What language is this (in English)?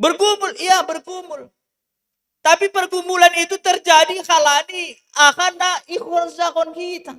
Batak Simalungun